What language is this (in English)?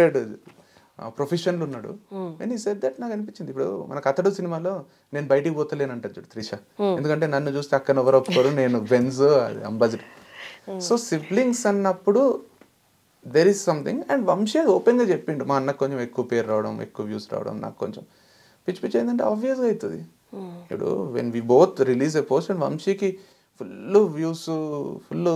Telugu